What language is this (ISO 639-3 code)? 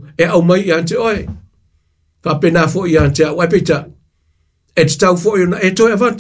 smo